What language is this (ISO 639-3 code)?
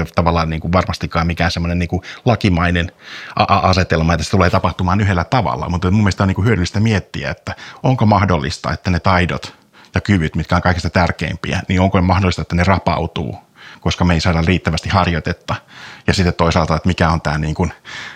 fin